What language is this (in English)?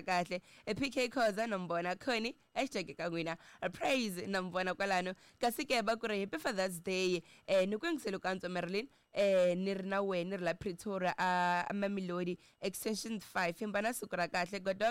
Tsonga